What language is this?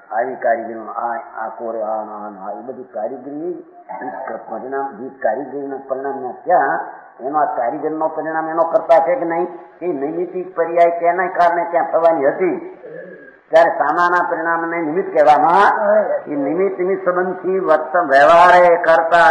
Gujarati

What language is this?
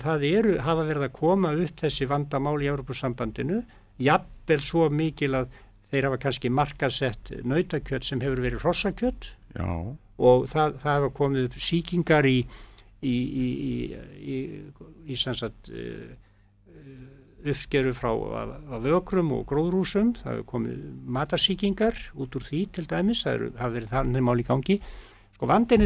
Icelandic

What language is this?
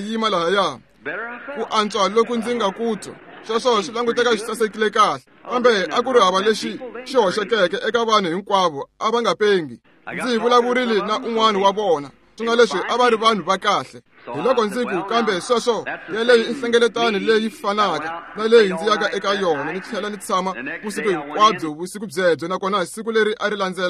Tsonga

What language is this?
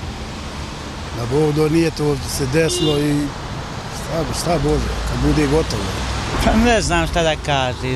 Bosnian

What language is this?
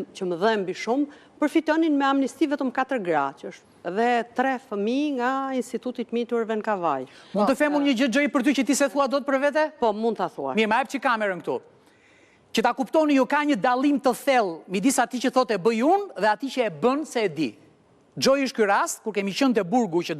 Albanian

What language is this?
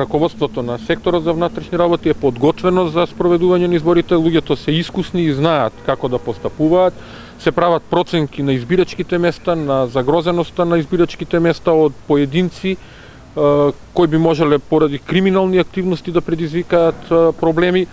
Macedonian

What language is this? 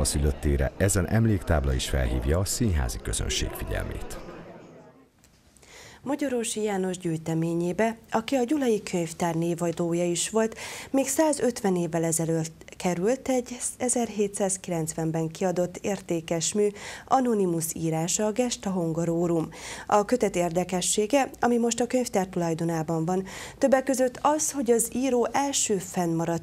Hungarian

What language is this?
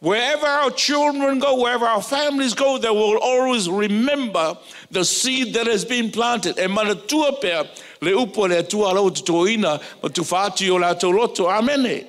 Samoan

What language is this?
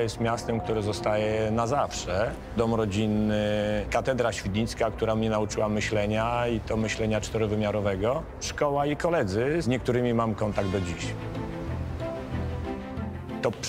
Polish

